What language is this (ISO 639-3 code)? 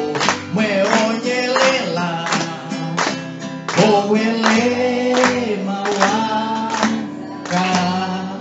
por